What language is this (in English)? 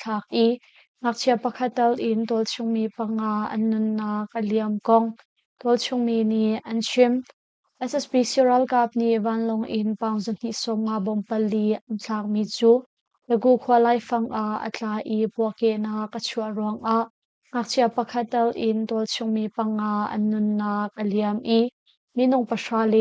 Hakha Chin